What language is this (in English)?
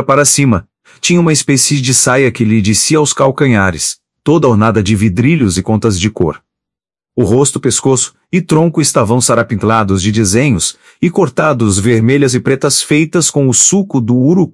Portuguese